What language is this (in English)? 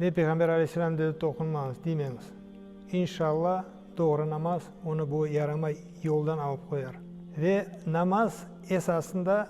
Crimean Tatar